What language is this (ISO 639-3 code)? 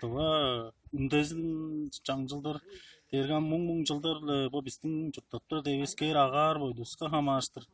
tyv